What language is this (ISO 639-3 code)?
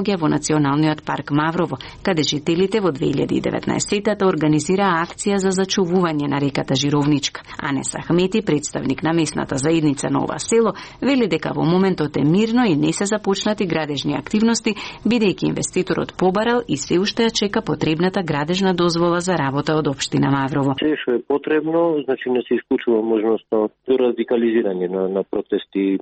mkd